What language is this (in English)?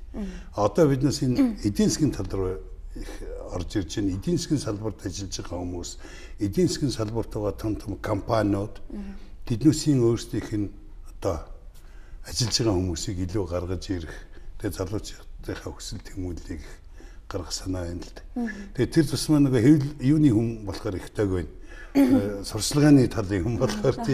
Mongolian